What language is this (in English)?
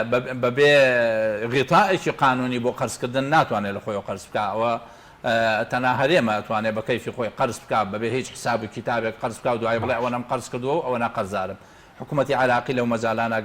Central Kurdish